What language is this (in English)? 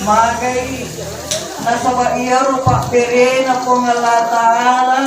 Buginese